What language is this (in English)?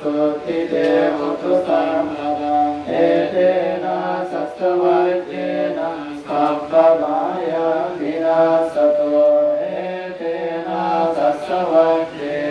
Pali